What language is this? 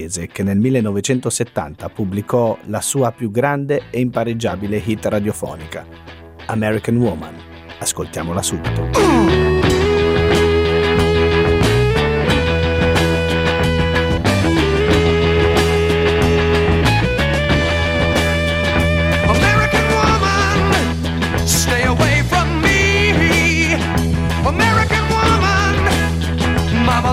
Italian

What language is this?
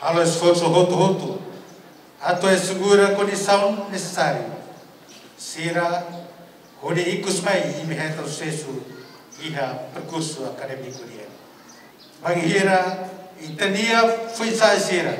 Tetum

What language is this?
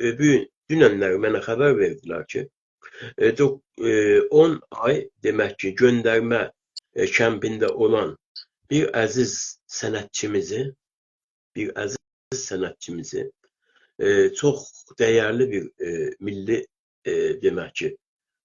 South Azerbaijani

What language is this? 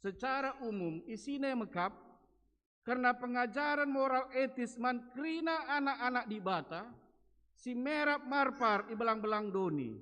Batak Karo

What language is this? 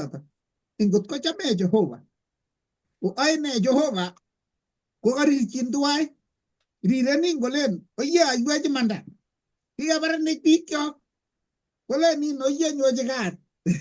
Kalenjin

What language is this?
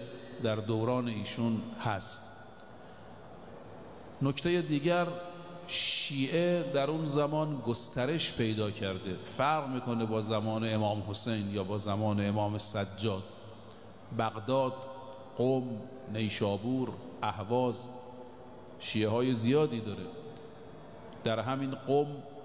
Persian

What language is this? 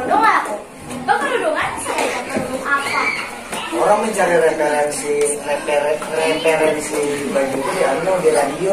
Banjar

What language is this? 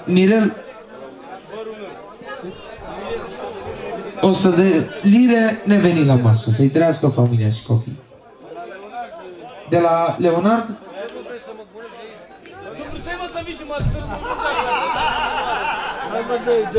Romanian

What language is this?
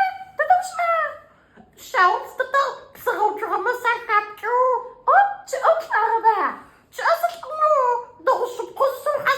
Adyghe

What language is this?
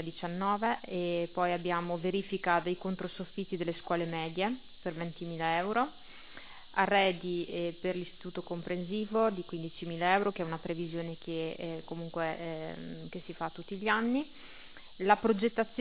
Italian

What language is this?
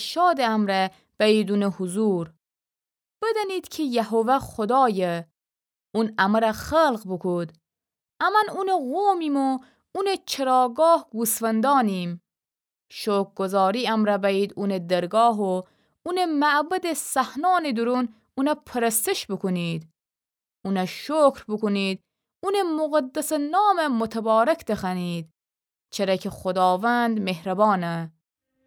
Gilaki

